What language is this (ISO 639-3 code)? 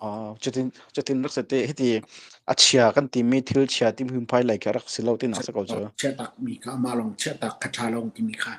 cnh